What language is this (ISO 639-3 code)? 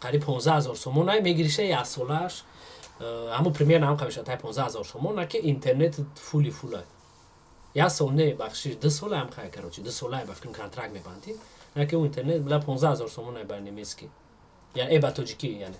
tgk